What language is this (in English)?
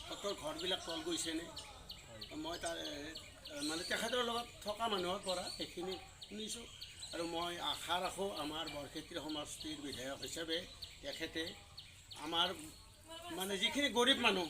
Assamese